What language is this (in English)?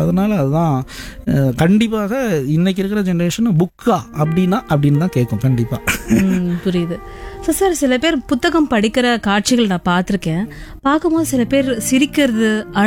Tamil